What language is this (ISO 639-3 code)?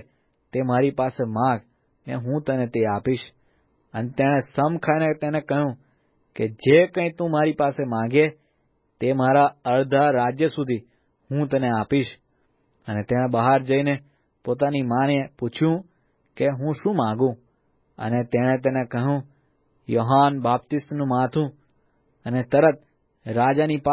guj